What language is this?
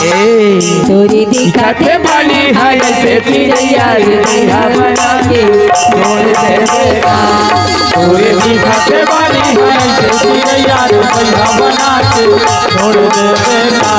Chhattisgarhi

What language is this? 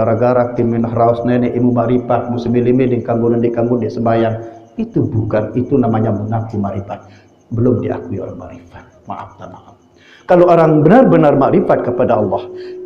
Sasak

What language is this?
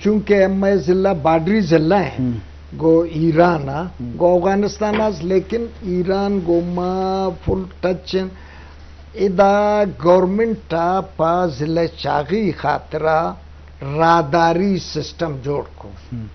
Eastern Balochi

